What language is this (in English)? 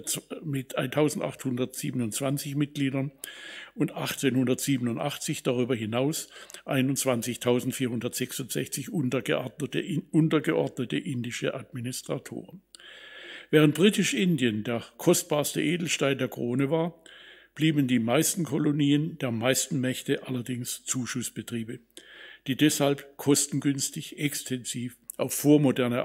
German